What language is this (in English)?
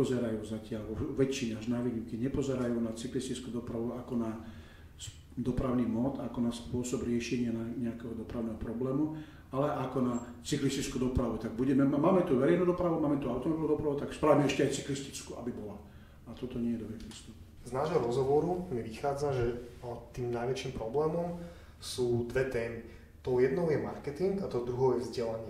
Slovak